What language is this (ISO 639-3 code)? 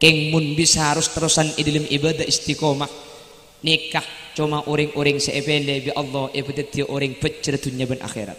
mad